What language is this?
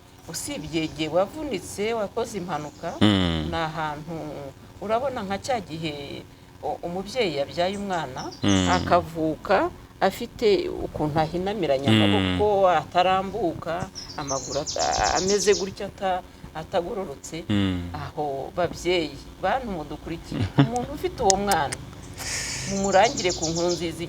Kinyarwanda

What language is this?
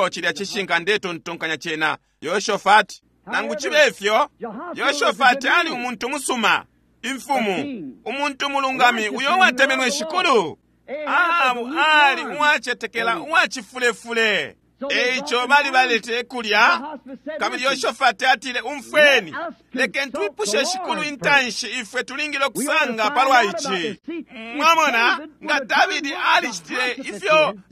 Bemba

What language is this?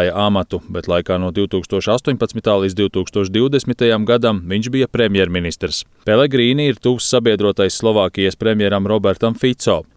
Latvian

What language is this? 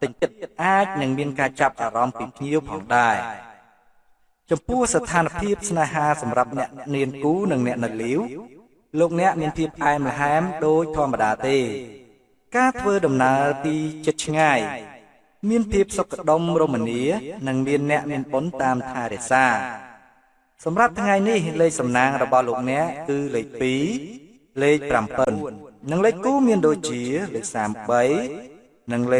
Khmer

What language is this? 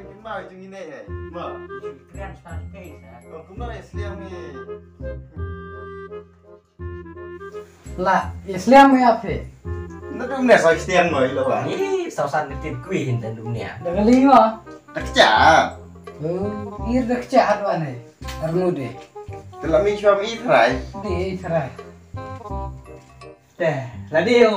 Malay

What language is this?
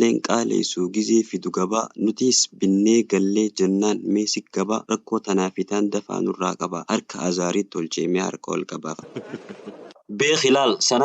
Oromo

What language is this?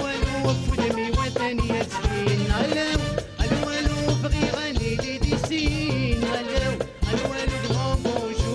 Kabyle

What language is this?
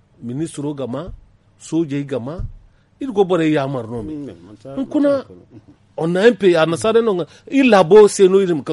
Zarma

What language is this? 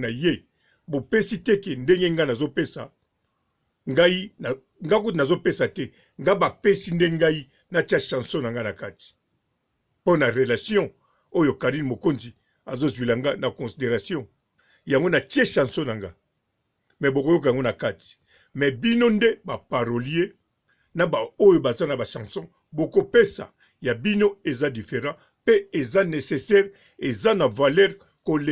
Lingala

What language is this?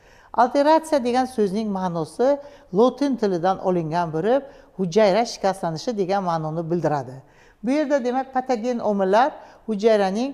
Uzbek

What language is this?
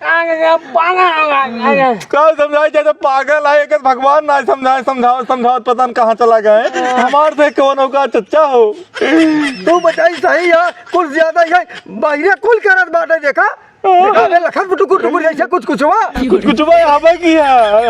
Awadhi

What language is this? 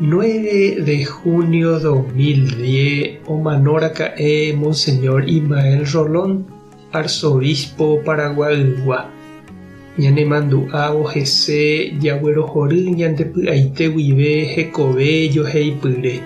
Guarani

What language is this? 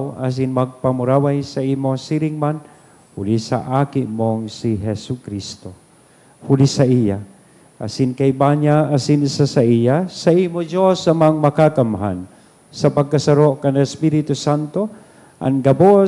Bikol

